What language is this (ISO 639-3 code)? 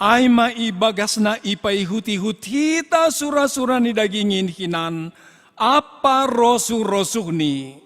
bts